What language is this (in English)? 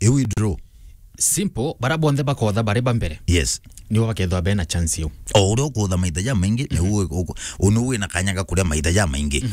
Meru